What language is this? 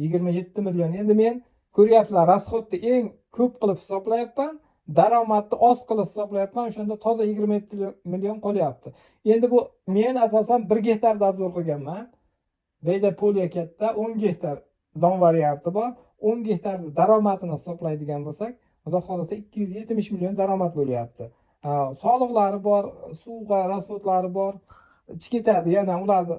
Uzbek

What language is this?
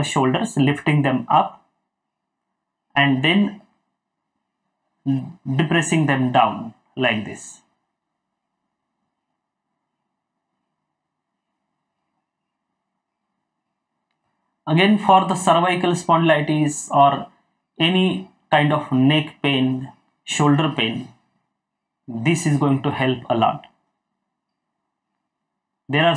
English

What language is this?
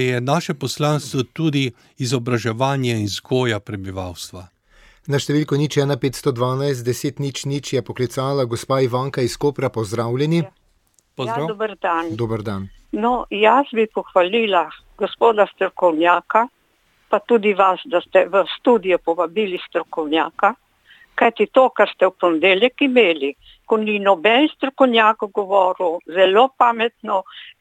Slovenian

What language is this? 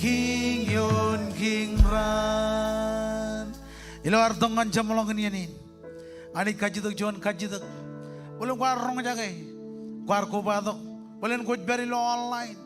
Marshallese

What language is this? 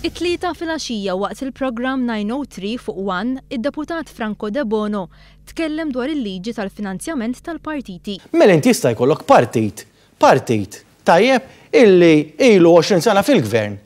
Maltese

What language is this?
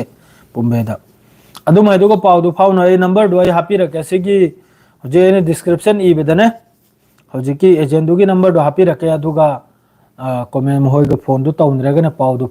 Manipuri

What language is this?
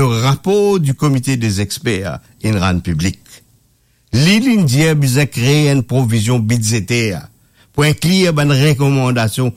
Morisyen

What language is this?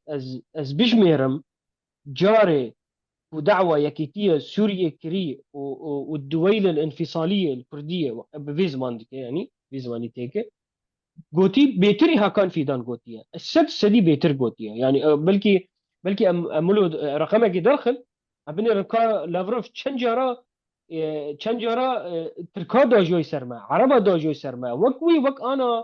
Kurdish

